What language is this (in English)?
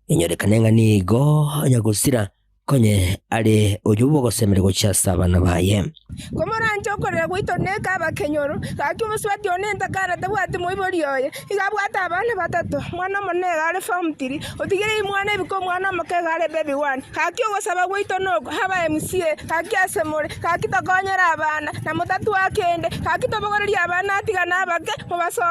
Gusii